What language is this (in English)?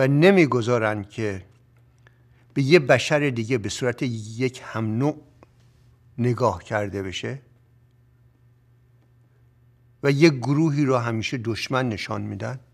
Persian